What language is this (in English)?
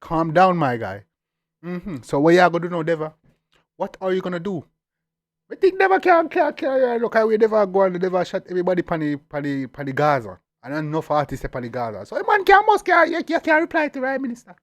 Jamaican Creole English